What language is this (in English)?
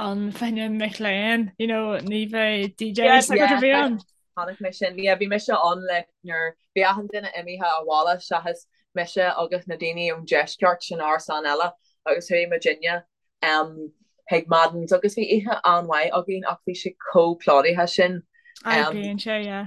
Irish